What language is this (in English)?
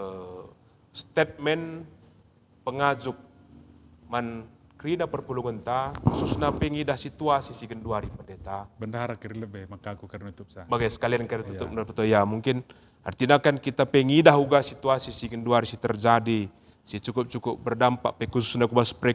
Batak Karo